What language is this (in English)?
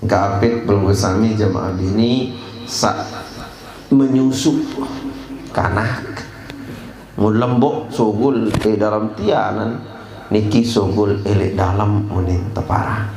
Sasak